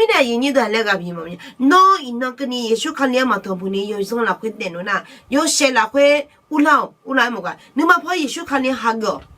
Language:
Akha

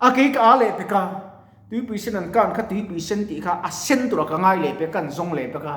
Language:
Mizo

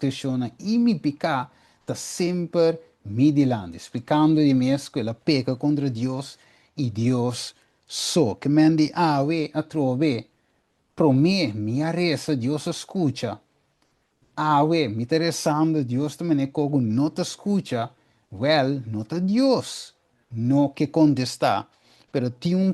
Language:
Papiamento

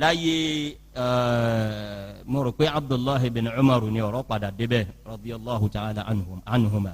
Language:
Yoruba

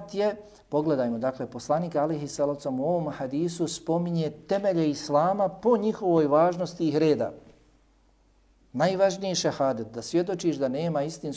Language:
Bosnian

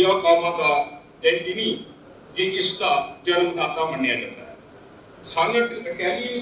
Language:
Dogri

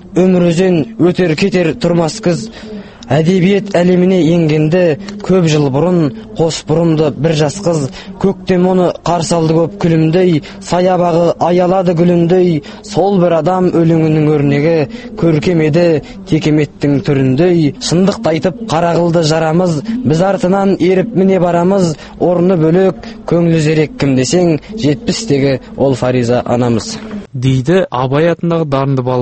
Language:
Kazakh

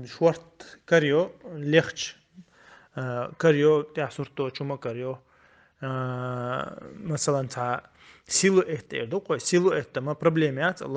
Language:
Chechen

